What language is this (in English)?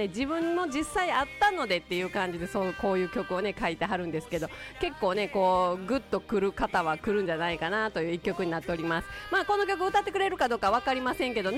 Japanese